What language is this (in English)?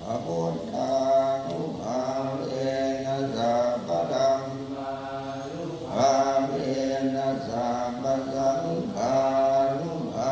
Pali